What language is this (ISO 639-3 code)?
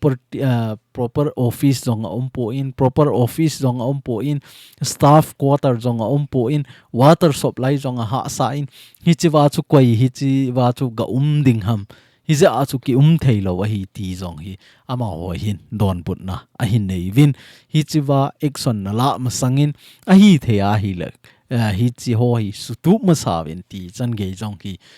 tcz